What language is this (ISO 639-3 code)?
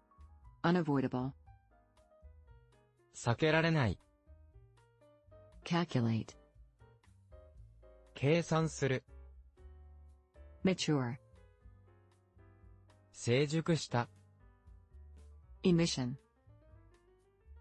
jpn